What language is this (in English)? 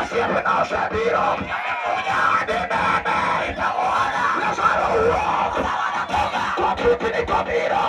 Luo (Kenya and Tanzania)